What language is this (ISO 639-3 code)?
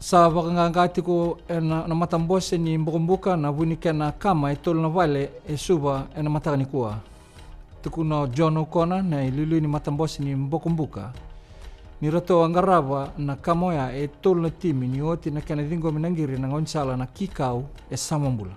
fij